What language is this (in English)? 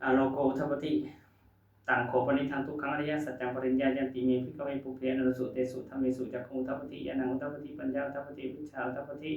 Pali